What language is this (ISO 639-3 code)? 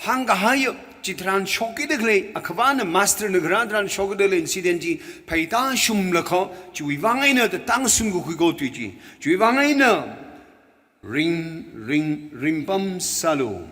nmf